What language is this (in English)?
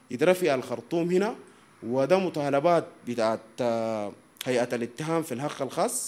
Sudanese Arabic